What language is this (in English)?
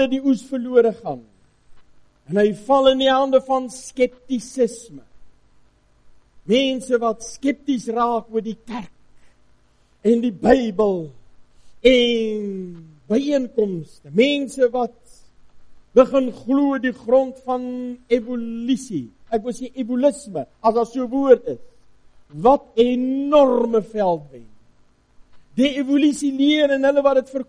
Afrikaans